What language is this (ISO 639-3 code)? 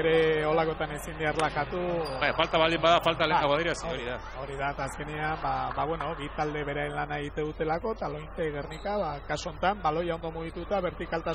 eus